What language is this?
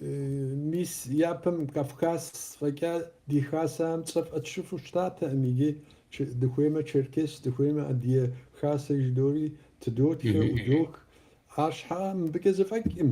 Kabardian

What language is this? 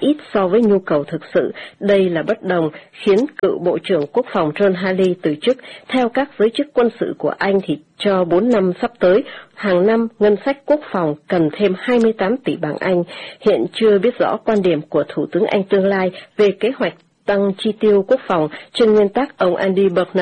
Vietnamese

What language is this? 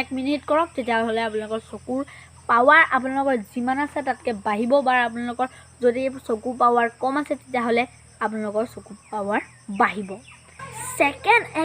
Assamese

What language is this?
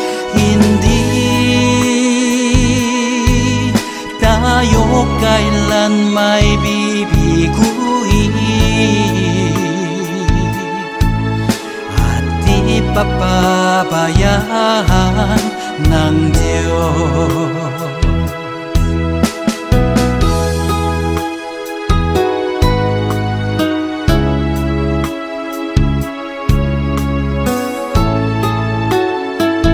Filipino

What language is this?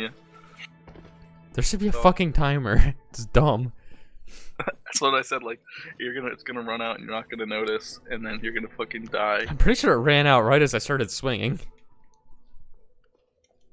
English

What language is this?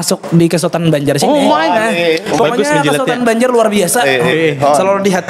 Banjar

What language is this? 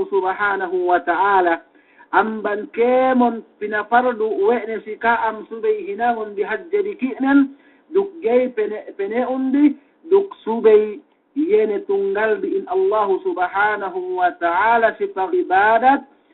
Yakan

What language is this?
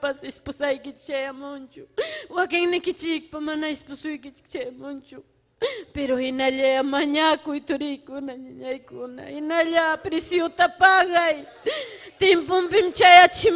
Ayacucho Quechua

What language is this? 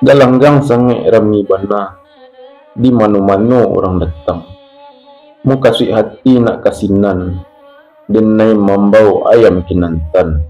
Minangkabau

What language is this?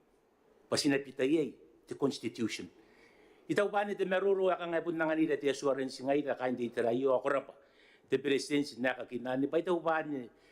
Gilbertese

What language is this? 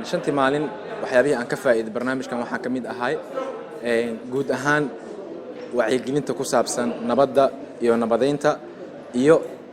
Somali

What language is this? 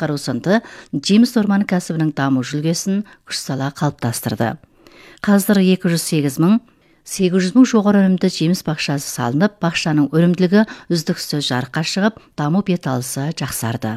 Kazakh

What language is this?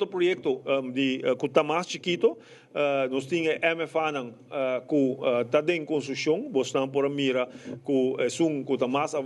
Papiamento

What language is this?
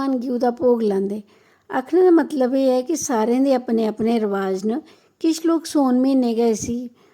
Dogri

